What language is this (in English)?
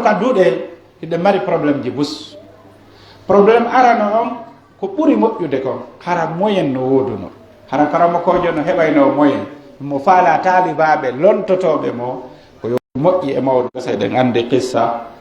Pular